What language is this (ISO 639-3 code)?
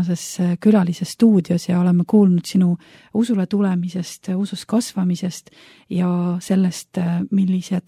est